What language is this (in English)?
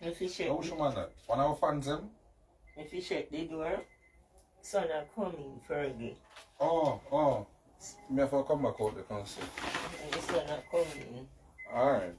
Jamaican Creole English